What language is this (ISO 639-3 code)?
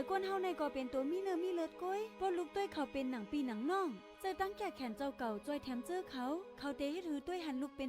shn